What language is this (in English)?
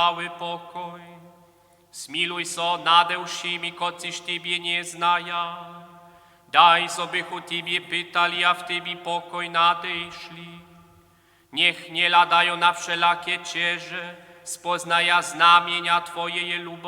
Upper Sorbian